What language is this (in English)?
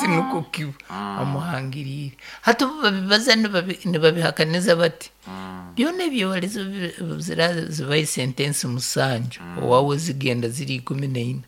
Nyankole